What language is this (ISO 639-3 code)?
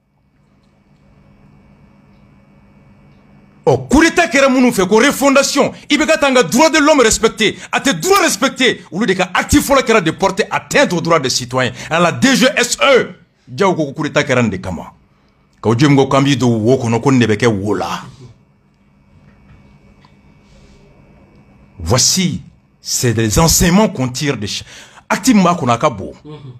bam